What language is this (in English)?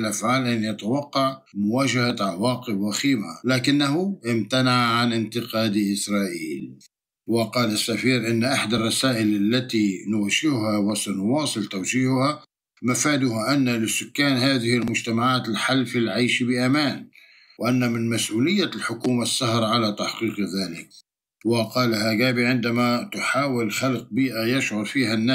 Arabic